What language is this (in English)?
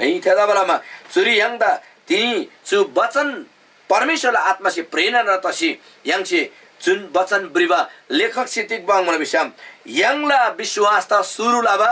Eastern Tamang